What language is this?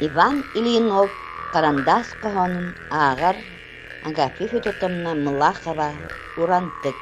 Yakut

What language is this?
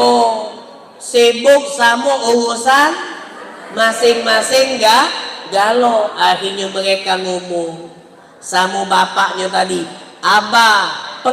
Musi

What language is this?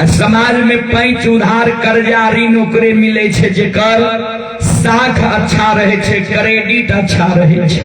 Maithili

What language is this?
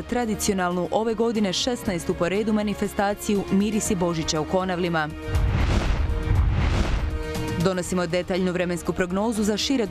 Croatian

